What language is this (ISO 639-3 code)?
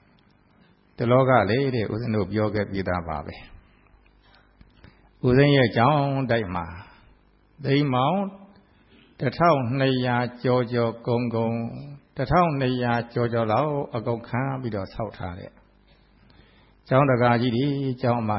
mya